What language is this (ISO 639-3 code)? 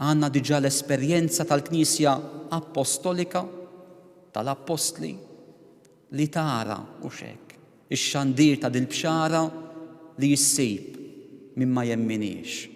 mlt